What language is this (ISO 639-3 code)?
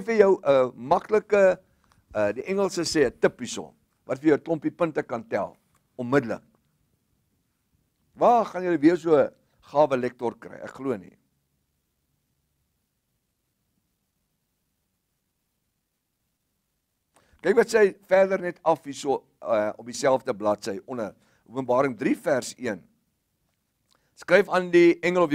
afr